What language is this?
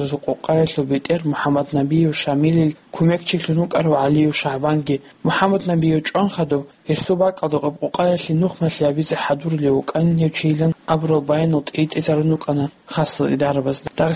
Avaric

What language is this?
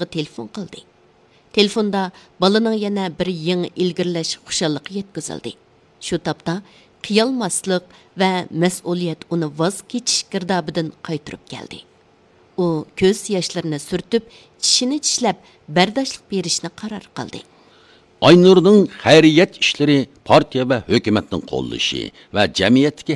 Uyghur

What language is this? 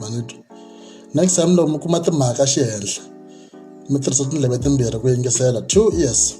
Tsonga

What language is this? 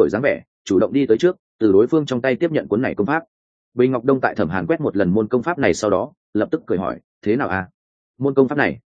Vietnamese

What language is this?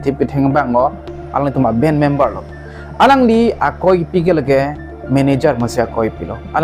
Karbi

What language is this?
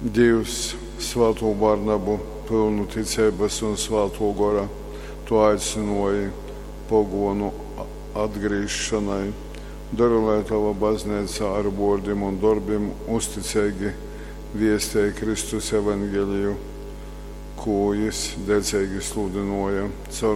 Latgalian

